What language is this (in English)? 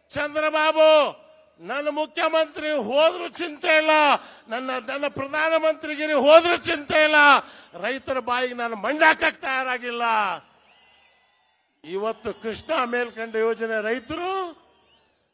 Kannada